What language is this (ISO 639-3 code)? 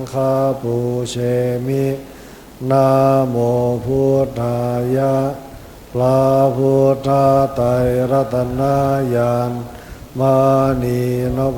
pli